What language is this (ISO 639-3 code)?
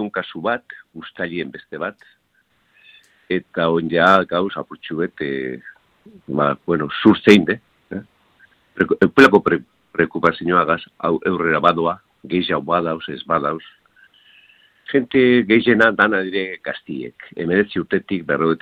eus